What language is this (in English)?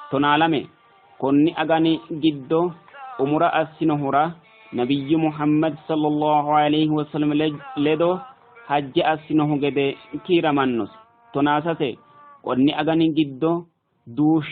Sidamo